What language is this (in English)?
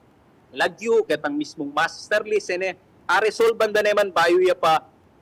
Pampanga